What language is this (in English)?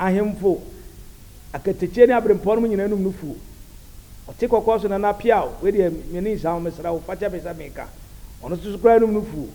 Akan